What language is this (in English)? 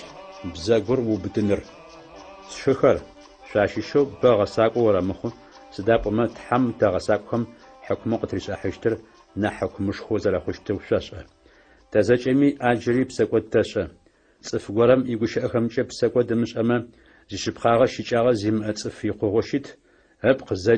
Adyghe